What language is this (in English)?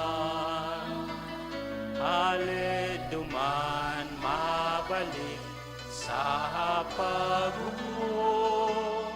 Bikol